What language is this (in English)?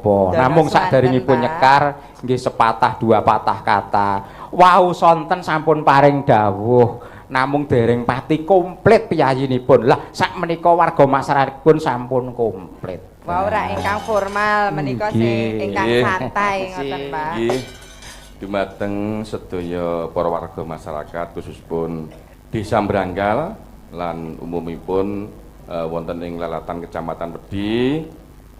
Javanese